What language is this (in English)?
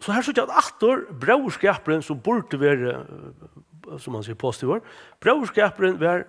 Faroese